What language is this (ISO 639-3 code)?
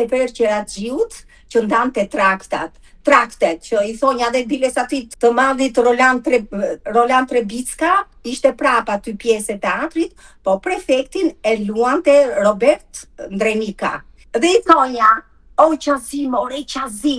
sqi